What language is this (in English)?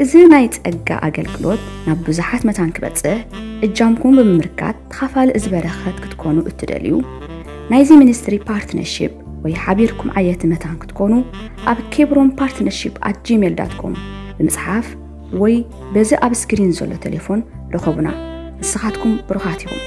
Tigrinya